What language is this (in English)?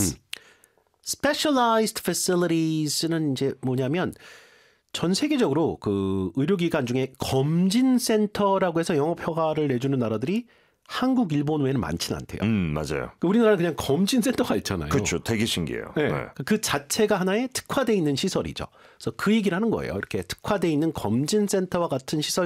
Korean